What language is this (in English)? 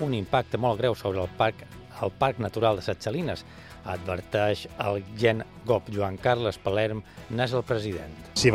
Catalan